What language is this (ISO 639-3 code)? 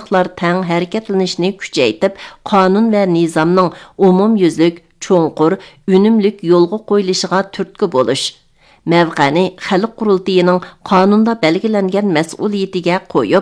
uig